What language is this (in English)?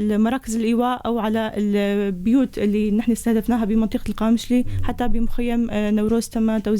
North Levantine Arabic